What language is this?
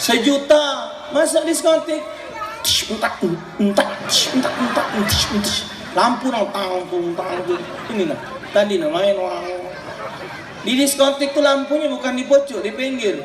Musi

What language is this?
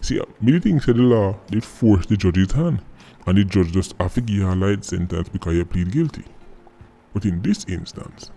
Jamaican Creole English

